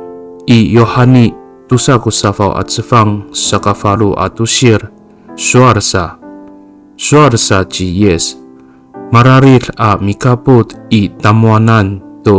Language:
Amis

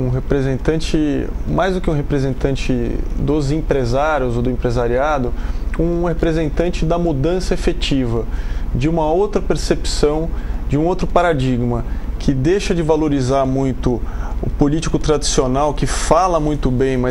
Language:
Portuguese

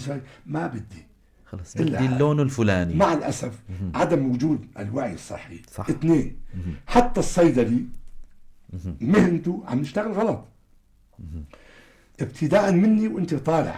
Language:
North Levantine Arabic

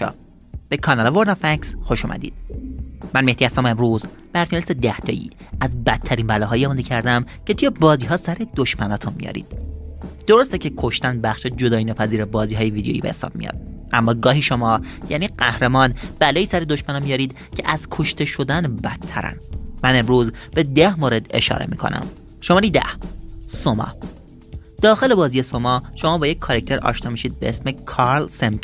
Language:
Persian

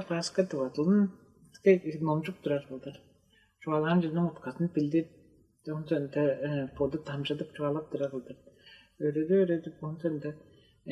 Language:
Tuvinian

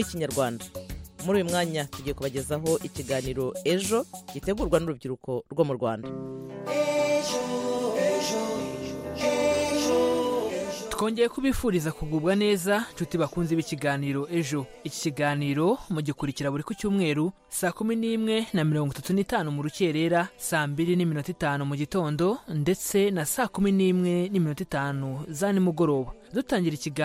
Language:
Kinyarwanda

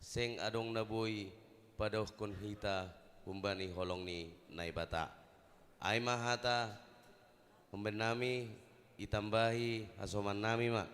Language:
Batak Simalungun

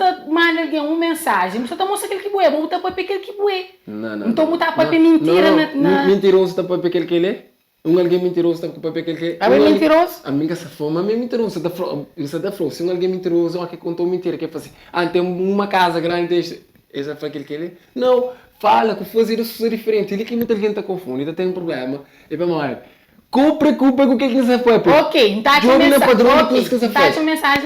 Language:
Kabuverdianu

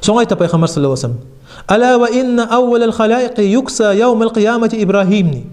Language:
Kumyk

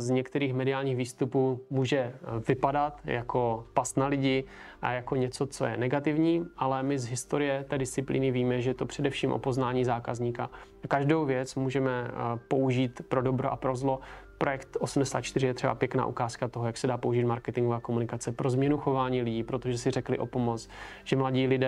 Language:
Czech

